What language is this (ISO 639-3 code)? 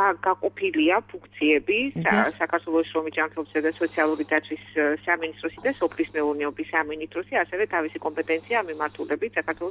kat